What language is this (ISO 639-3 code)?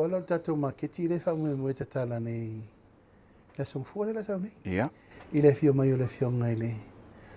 smo